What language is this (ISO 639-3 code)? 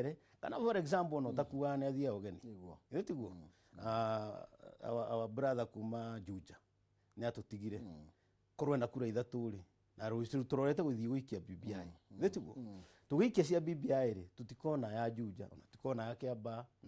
kik